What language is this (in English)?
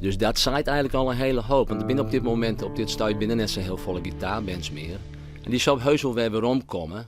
Western Frisian